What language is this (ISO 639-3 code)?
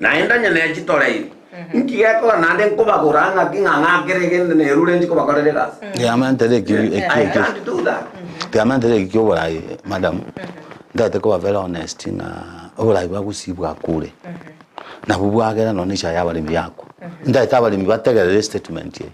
guz